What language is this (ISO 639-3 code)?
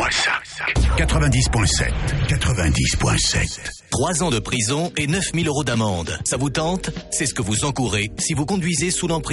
fra